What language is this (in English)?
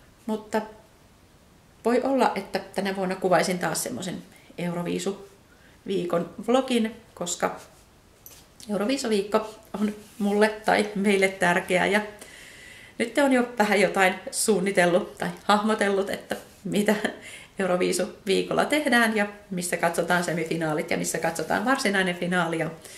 Finnish